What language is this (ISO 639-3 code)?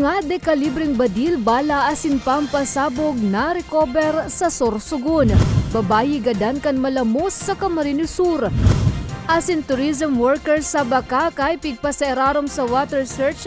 bik